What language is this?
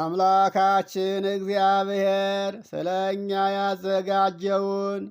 Amharic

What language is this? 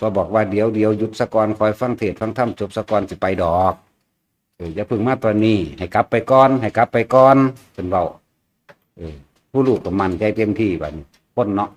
Northeastern Thai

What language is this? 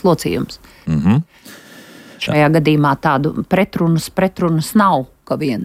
Latvian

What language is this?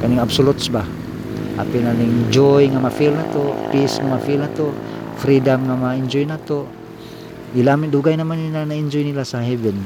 Cebuano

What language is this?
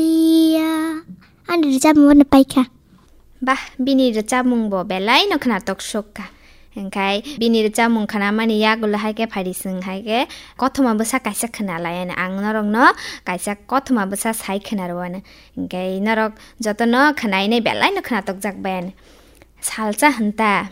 Kok Borok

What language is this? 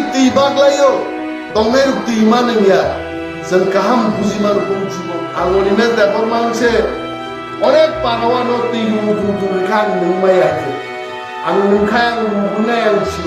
Kok Borok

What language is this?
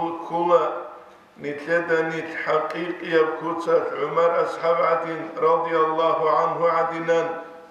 Avaric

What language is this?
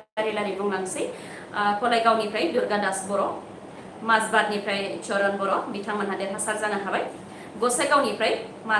Bodo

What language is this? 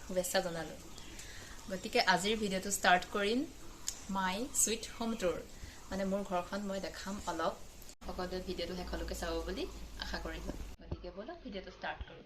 Assamese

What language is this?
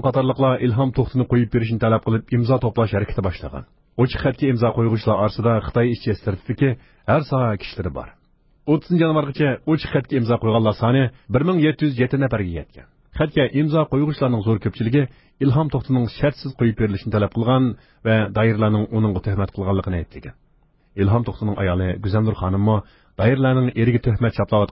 Uyghur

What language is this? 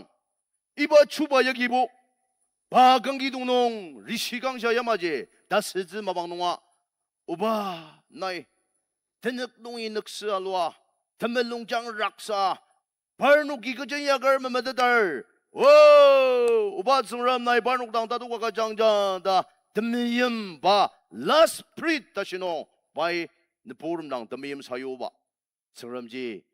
Ao Naga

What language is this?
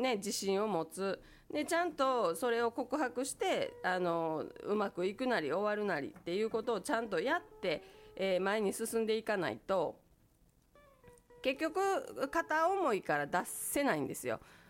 Japanese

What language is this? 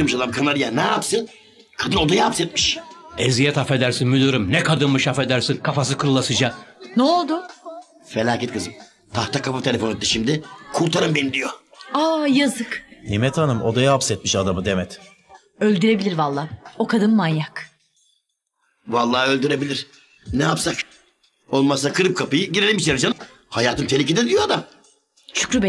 Turkish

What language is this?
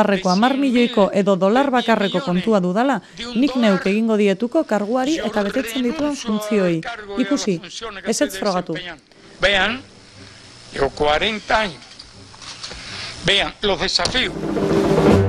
Basque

